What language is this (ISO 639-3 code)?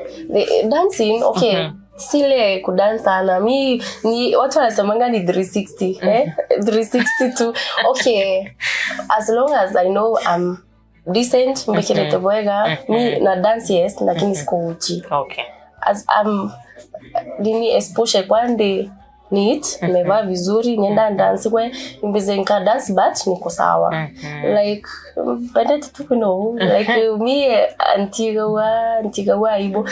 mer